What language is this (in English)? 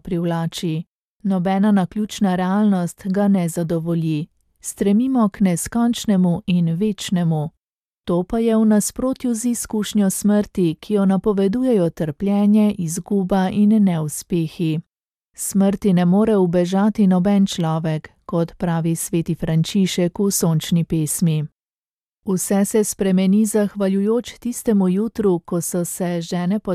Slovenian